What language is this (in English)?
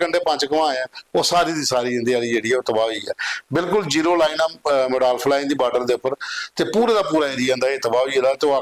Dogri